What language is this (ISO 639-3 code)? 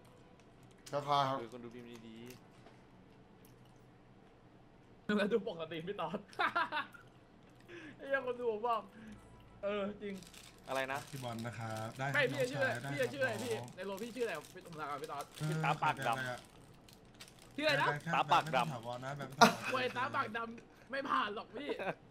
tha